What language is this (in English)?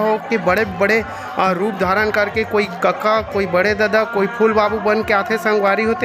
Chhattisgarhi